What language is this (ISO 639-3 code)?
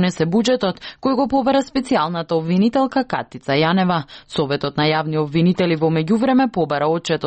mkd